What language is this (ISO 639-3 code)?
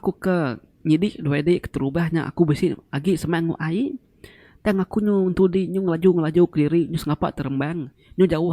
iba